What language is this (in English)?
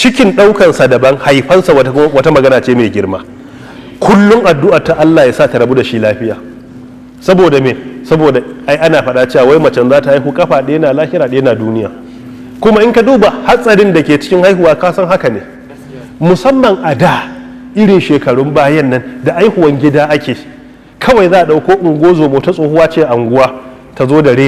Hausa